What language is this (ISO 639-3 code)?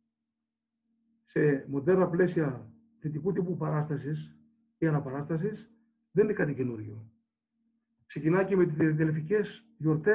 ell